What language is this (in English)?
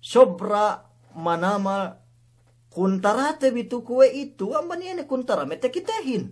Yakan